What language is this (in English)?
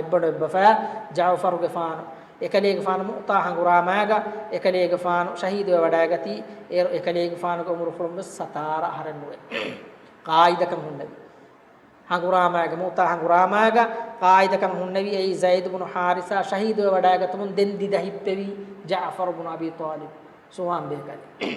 Divehi